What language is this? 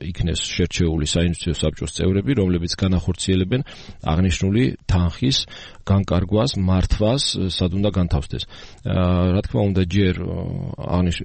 Georgian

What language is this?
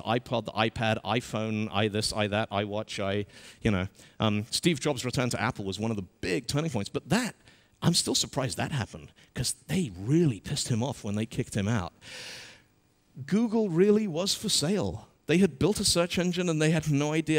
English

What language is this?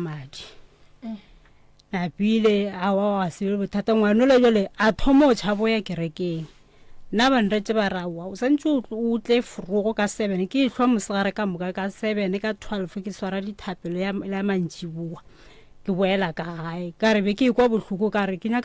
Northern Sotho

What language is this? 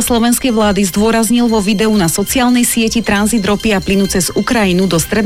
Slovak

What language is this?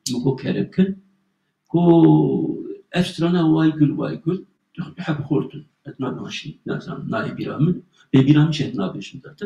Kurdish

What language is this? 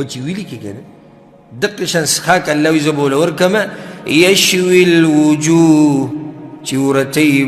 Pashto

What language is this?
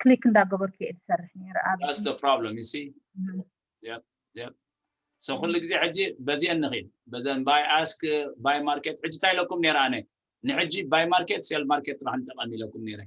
Tigrinya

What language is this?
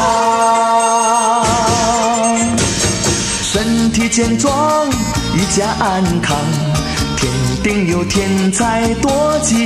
Chinese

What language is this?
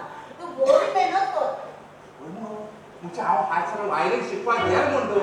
Konkani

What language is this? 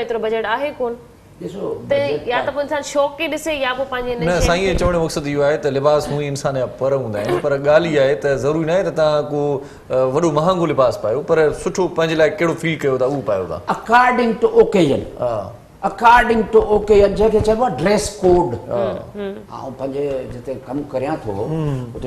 Sindhi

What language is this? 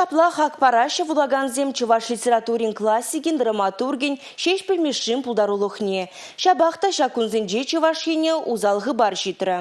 Chuvash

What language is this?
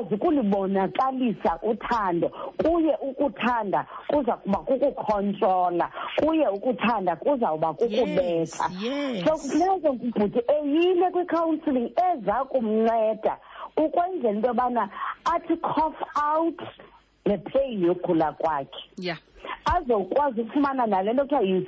Xhosa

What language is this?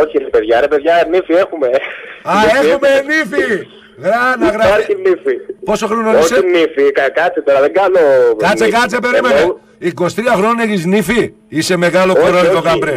Greek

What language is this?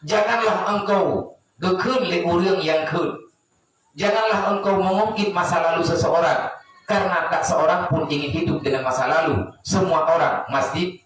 Achinese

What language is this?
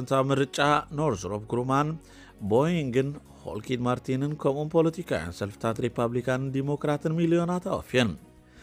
Tigrinya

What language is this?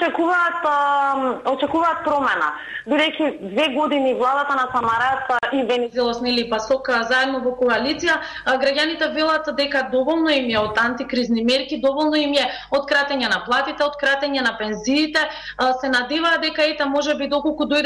Macedonian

